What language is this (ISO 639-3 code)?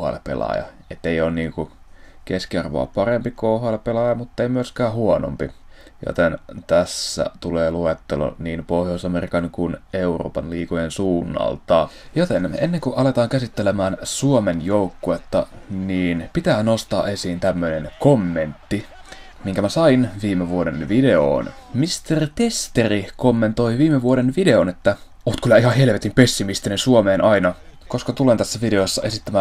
fin